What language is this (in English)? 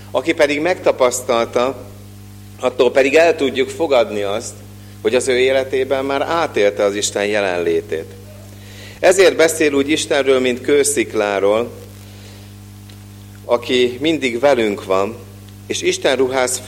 Hungarian